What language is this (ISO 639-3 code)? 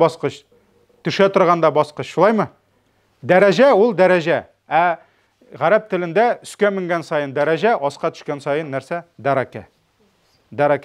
tat